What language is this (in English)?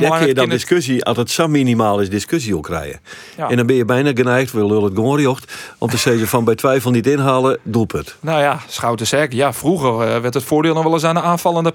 Western Frisian